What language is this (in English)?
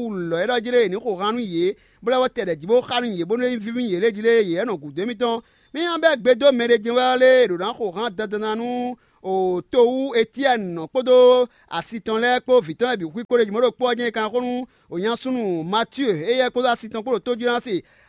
Fon